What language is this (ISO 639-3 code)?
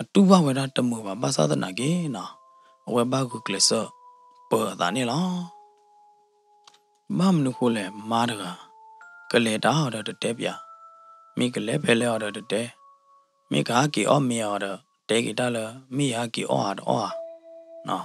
ksw